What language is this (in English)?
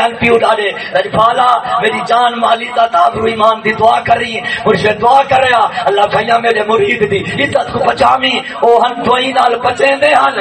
Saraiki